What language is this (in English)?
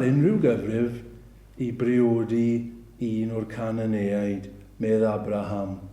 Welsh